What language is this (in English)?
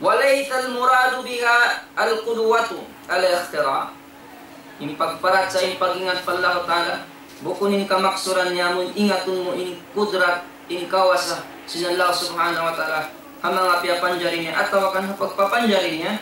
Tausug